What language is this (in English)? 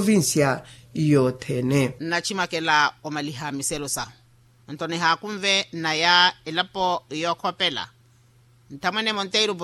Makhuwa